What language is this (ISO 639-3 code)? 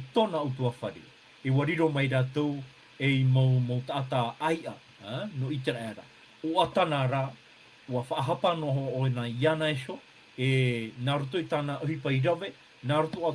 tah